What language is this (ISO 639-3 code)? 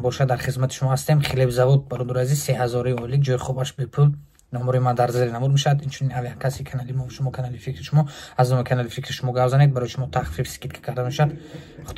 tgk